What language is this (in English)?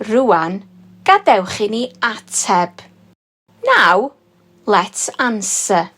Welsh